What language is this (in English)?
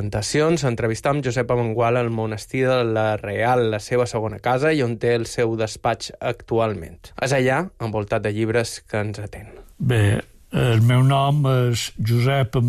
Catalan